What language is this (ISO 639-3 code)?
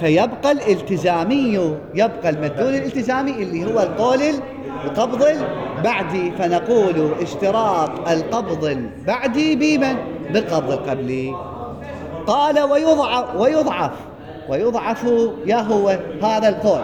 acm